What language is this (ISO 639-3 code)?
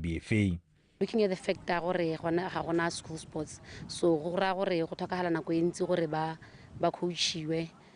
tsn